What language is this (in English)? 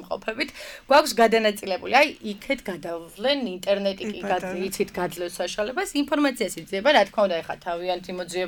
Georgian